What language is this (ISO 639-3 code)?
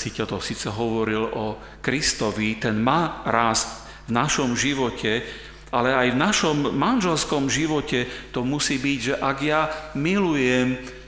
slk